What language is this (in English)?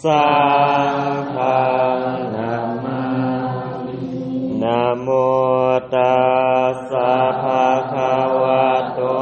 Pali